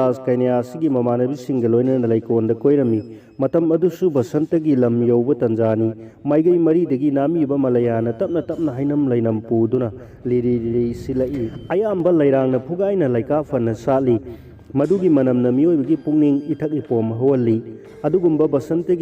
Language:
Manipuri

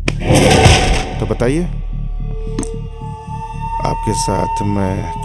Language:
Hindi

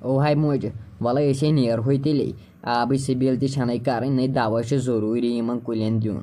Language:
Kashmiri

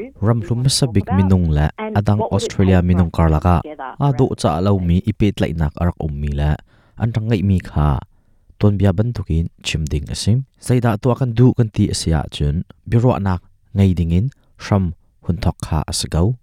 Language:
Hakha Chin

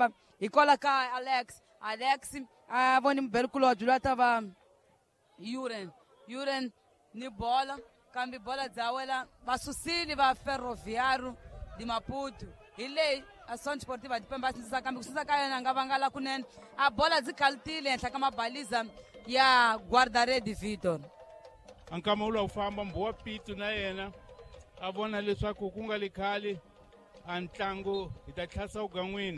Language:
Tsonga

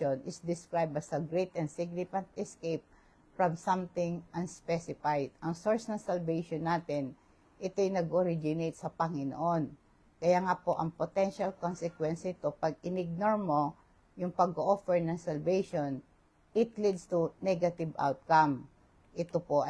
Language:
Filipino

